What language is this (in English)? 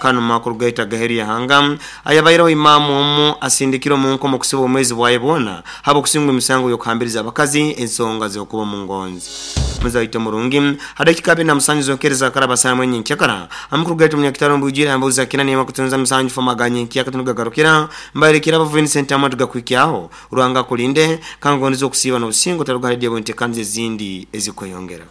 Nyoro